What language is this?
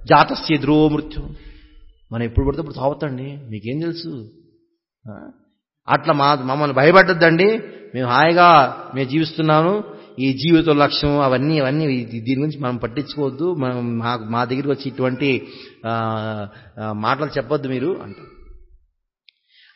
Telugu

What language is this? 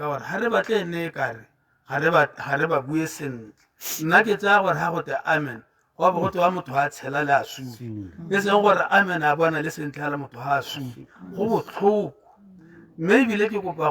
Tswana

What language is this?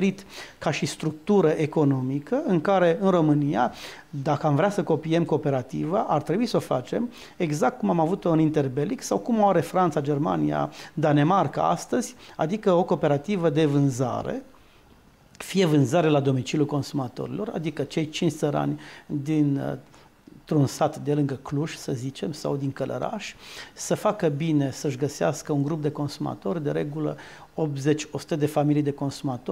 Romanian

